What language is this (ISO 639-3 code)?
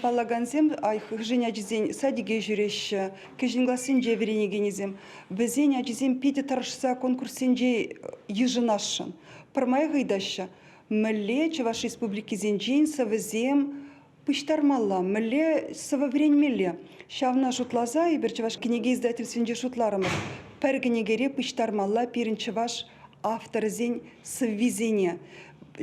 chv